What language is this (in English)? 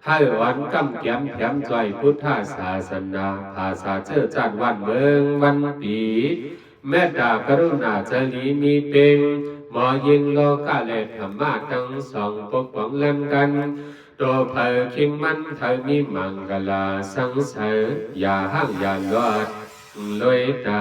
Shan